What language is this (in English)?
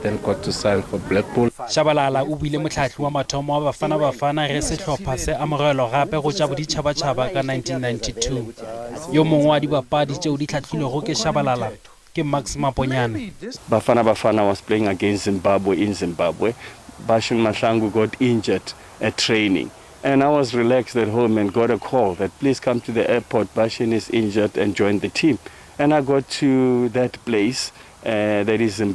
Northern Sotho